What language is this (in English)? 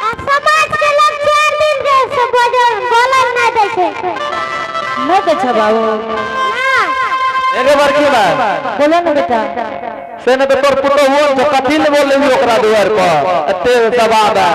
Angika